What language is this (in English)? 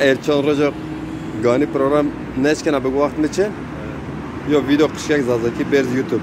Zaza